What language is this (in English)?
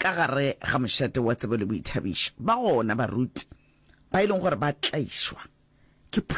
Northern Sotho